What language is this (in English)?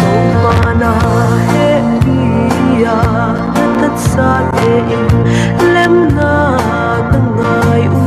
Paite Chin